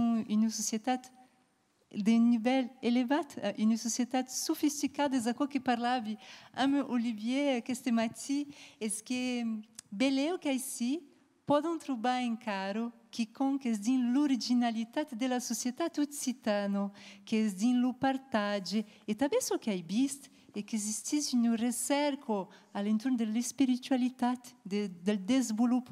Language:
Occitan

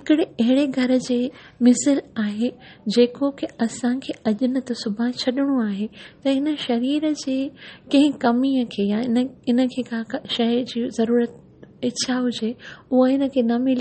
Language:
Sindhi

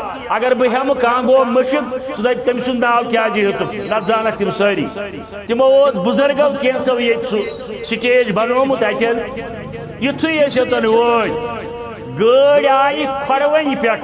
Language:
Kashmiri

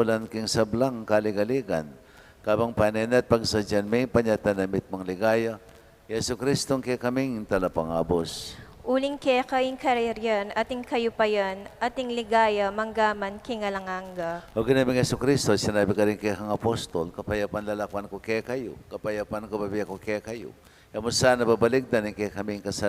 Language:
Pampanga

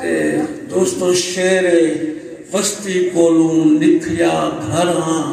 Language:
Saraiki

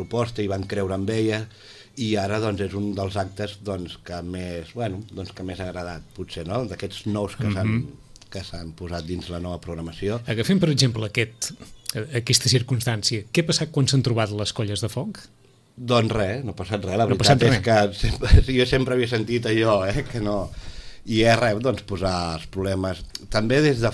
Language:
Catalan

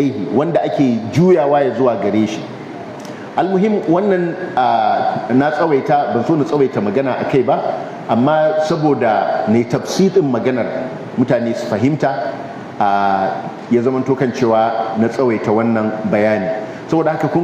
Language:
Hausa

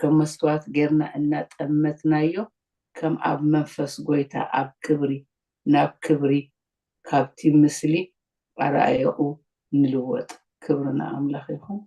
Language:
Tigrinya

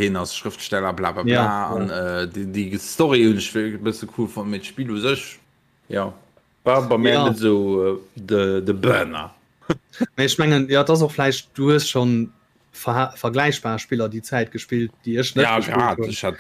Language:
Luxembourgish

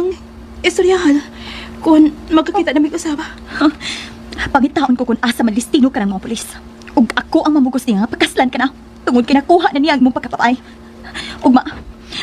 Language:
Cebuano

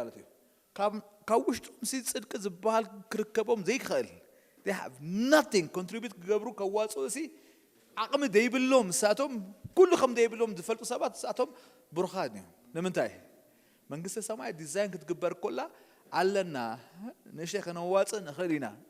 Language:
Tigrinya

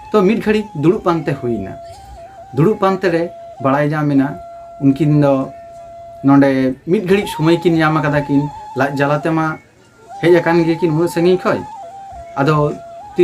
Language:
Santali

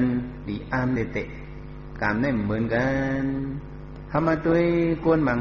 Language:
Shan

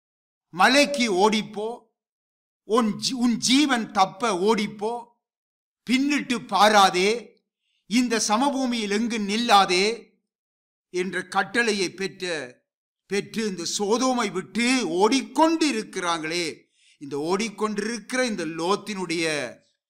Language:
Tamil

